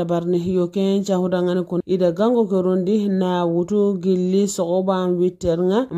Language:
Fula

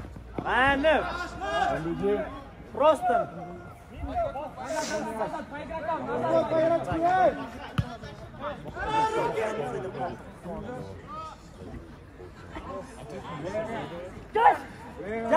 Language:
Kazakh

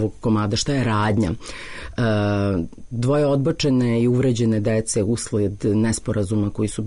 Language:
Serbian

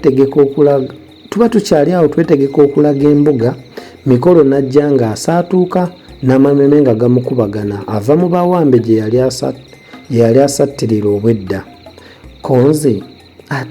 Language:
Ganda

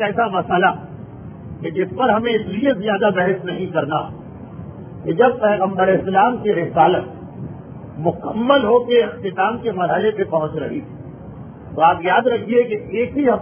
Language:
Urdu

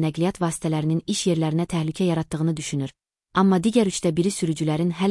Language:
Azerbaijani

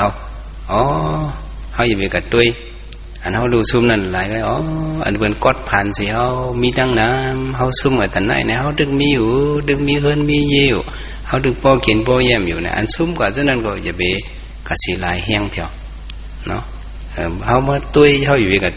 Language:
Shan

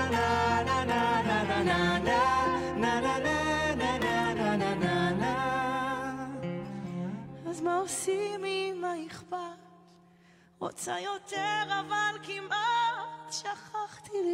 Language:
Hebrew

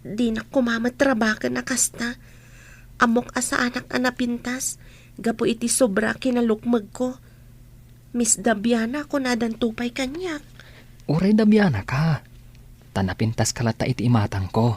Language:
Iloko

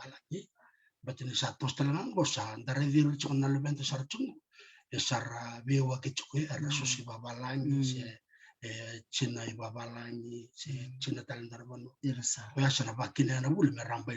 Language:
Fijian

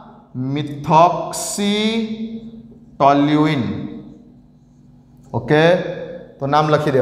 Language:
Gujarati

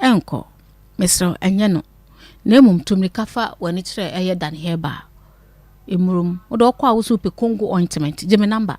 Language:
Akan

